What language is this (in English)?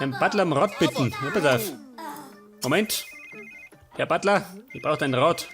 Bavarian